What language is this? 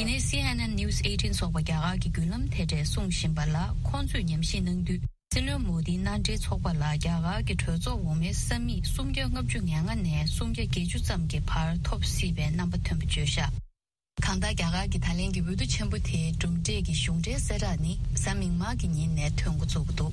Tibetan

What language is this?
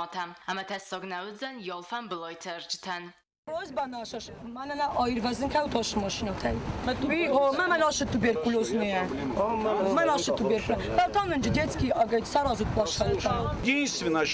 Ossetic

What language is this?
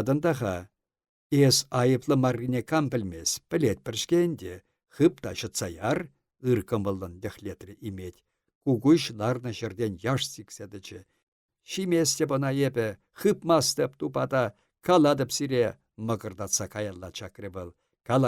Chuvash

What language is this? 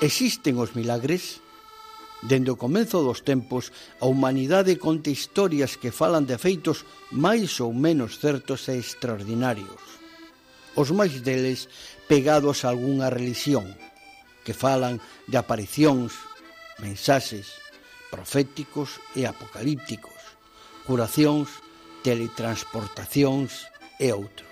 Galician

